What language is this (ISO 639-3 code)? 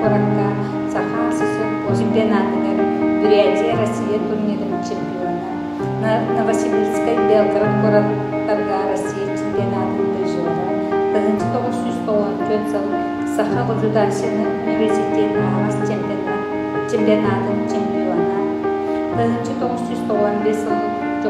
sah